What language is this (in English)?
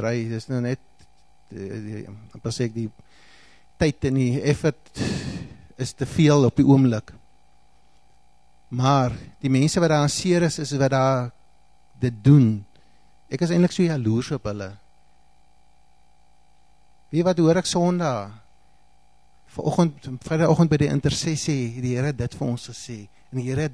Afrikaans